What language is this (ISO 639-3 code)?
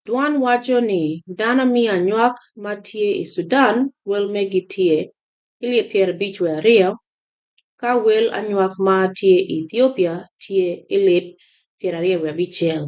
ach